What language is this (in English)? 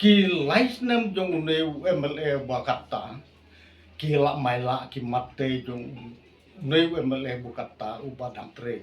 Khasi